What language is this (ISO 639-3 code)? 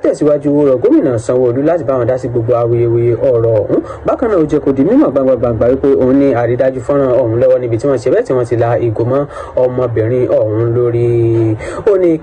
yor